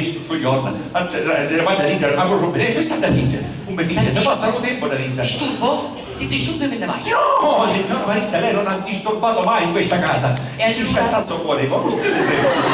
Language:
Sicilian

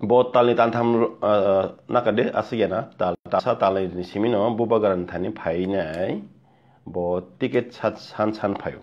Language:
Kok Borok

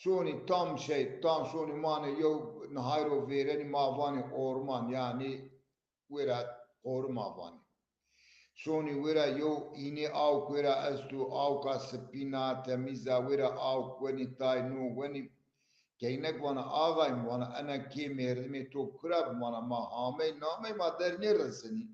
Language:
Zaza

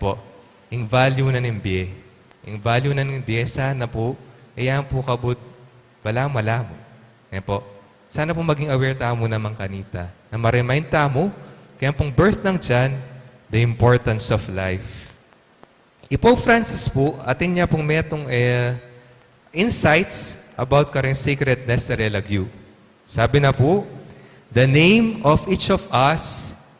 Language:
Pampanga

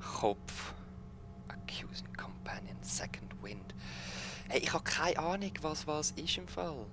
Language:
Swiss German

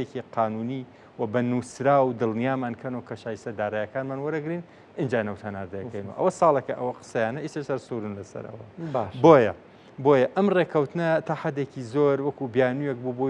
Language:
Central Kurdish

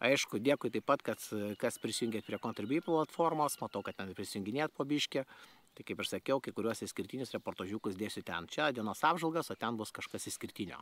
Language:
Lithuanian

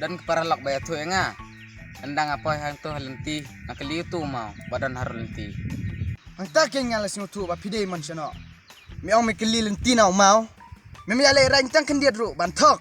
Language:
Khasi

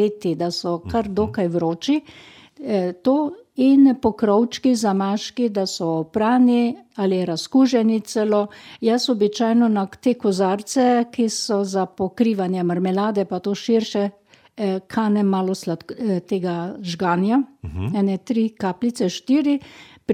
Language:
Slovenian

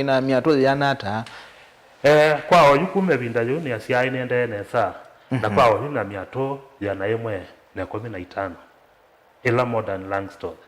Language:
Kamba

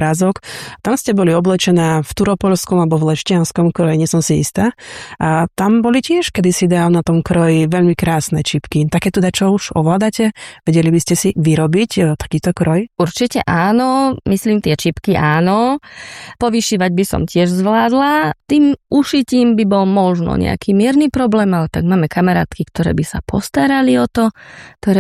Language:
Slovak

